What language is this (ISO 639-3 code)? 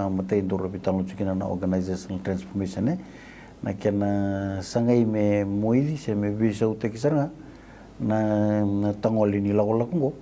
fij